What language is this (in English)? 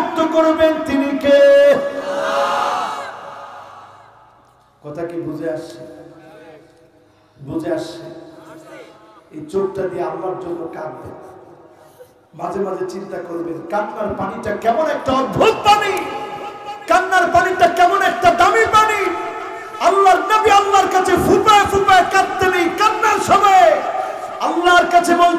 Bangla